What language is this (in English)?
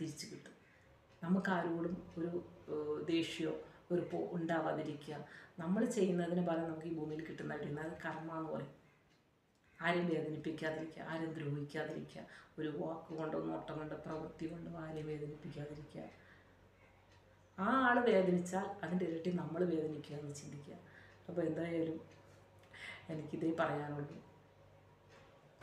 Malayalam